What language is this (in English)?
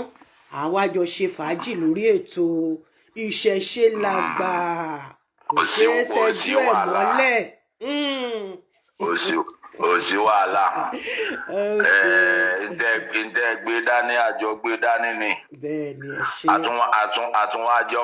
Yoruba